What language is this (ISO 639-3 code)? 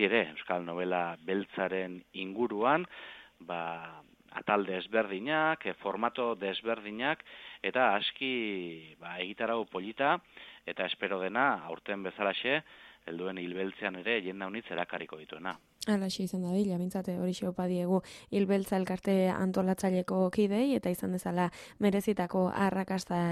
eus